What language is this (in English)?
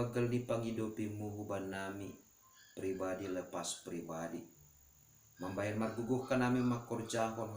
Batak Simalungun